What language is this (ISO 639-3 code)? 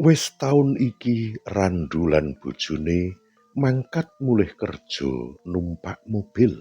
jav